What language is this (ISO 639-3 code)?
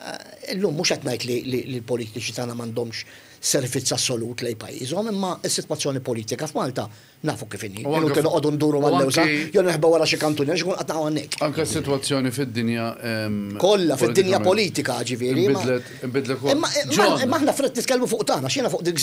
mlt